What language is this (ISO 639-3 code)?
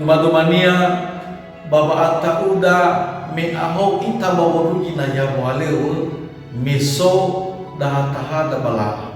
nia